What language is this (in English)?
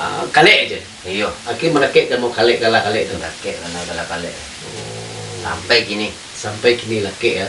Minangkabau